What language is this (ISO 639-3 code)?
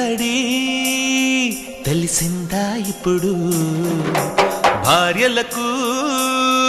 tel